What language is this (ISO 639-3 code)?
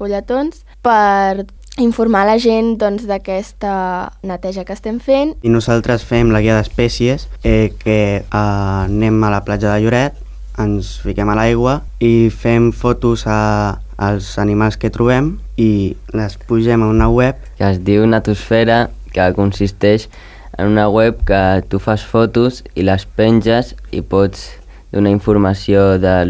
cat